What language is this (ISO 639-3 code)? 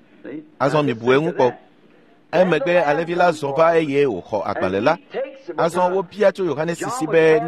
ewe